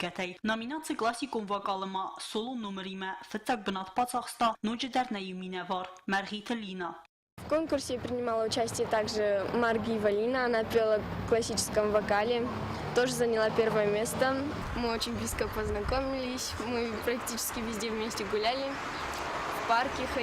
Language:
Ossetic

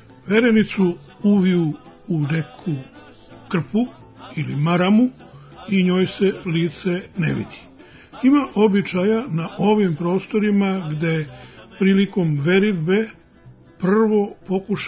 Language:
Serbian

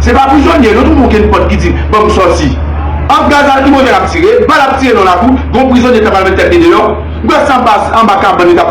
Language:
Haitian Creole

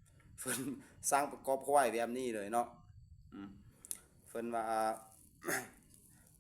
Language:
Lao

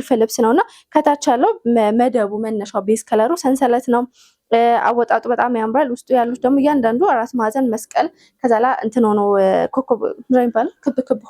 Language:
Amharic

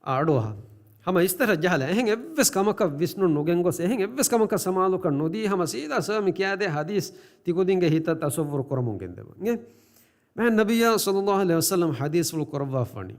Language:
Divehi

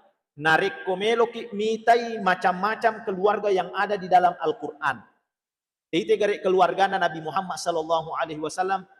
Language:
Buginese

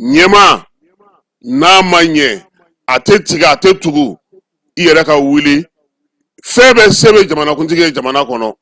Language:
Bambara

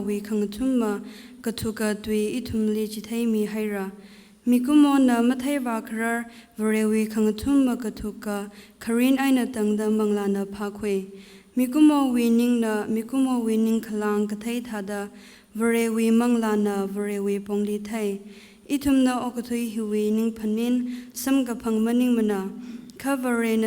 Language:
Tangkhul Naga (India)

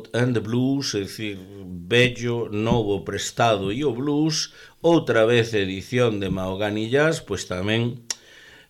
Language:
Galician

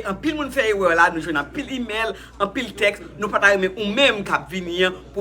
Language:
Haitian Creole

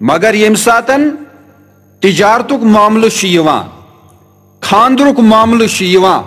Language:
Kashmiri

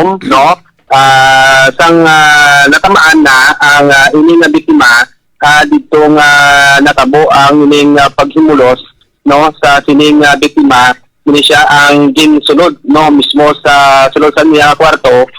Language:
Hiligaynon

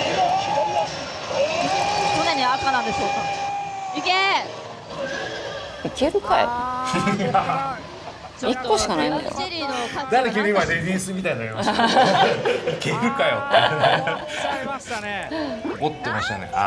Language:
Japanese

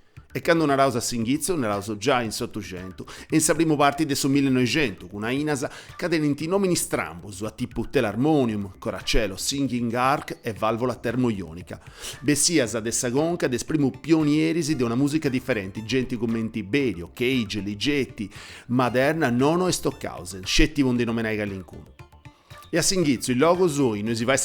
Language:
Sardinian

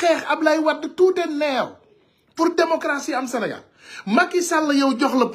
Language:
Wolof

